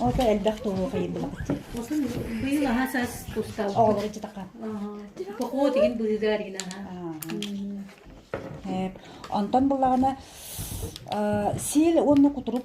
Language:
Yakut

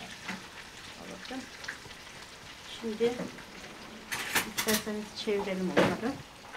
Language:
Turkish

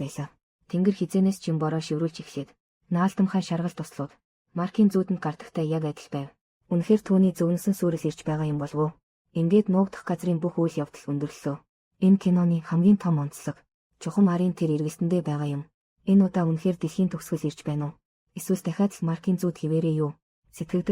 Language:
Mongolian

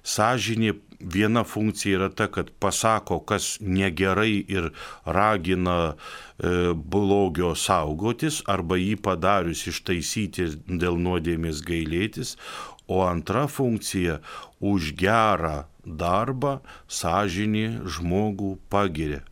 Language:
Lithuanian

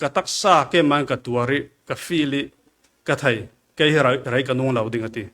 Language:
Falam Chin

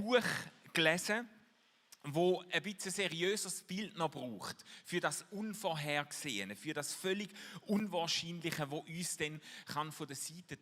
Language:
Swiss German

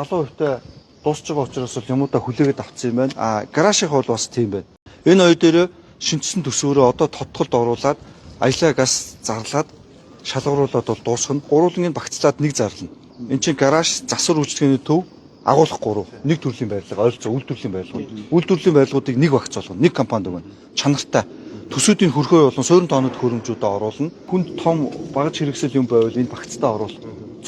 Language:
Mongolian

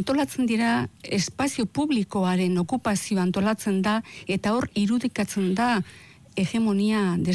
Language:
Basque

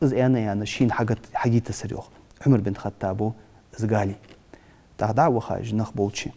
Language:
Ingush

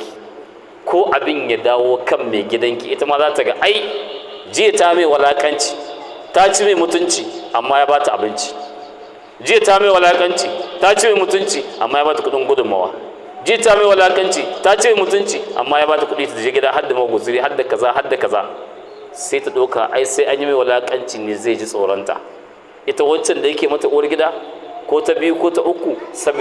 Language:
Hausa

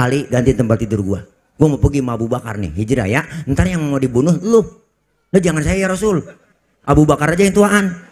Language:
Betawi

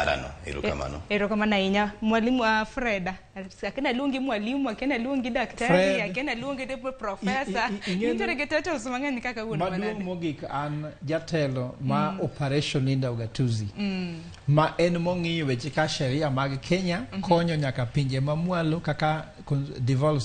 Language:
Luo (Kenya and Tanzania)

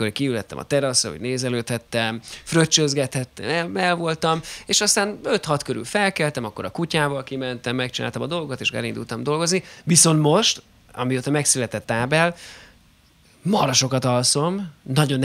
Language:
Hungarian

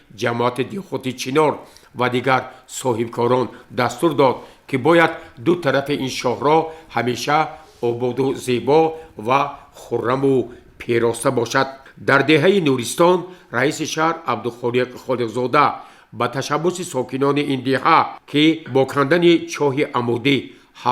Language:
Tajik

